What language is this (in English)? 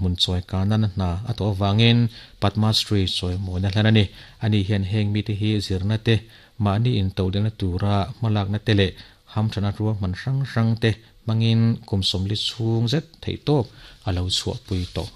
Mizo